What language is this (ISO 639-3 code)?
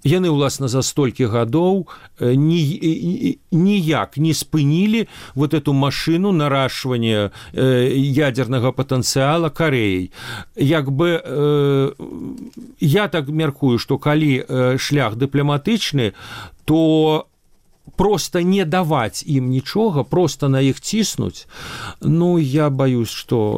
bel